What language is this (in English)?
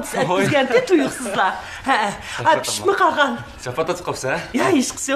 Uyghur